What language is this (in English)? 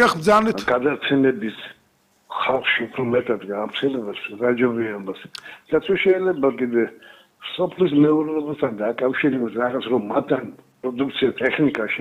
Georgian